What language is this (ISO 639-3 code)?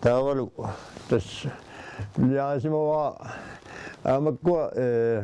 kal